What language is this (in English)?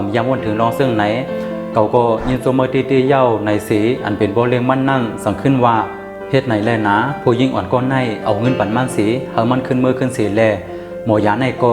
Shan